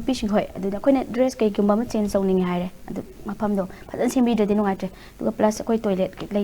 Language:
Manipuri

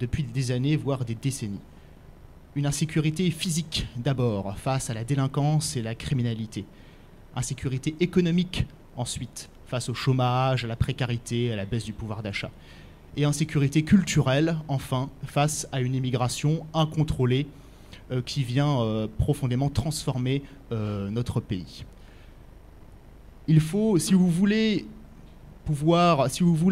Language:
French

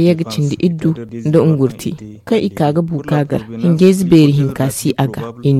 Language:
Zarma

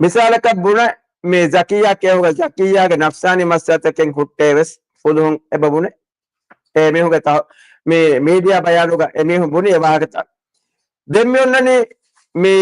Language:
Divehi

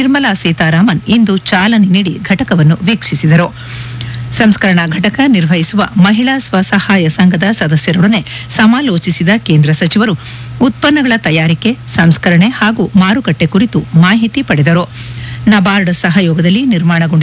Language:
Kannada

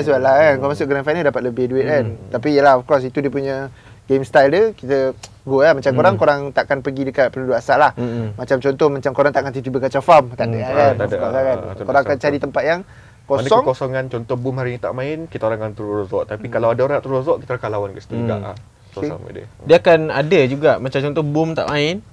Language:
Malay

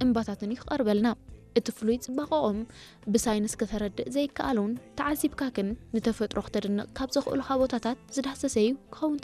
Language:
Tigrinya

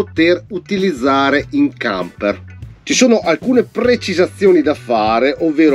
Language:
Italian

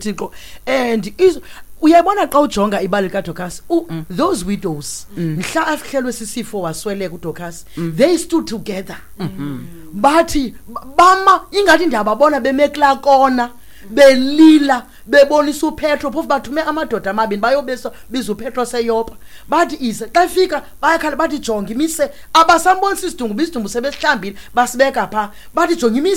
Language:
Xhosa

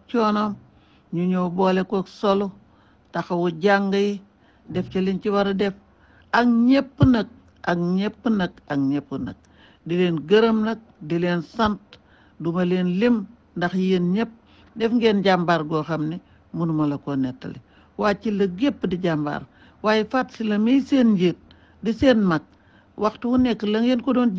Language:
Wolof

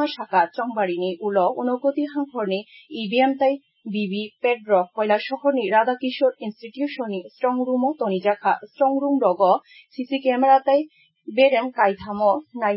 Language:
Kok Borok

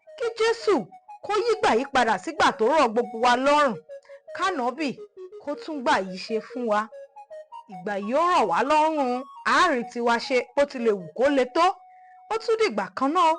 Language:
Yoruba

